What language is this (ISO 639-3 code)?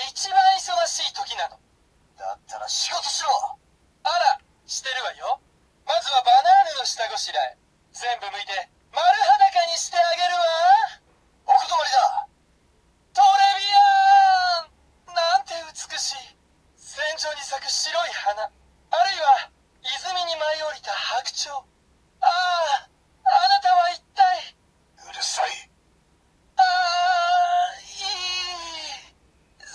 jpn